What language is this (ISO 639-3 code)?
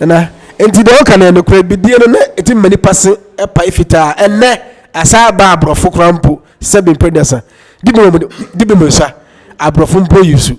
aka